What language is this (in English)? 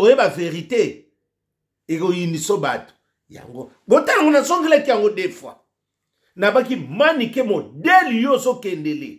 Lingala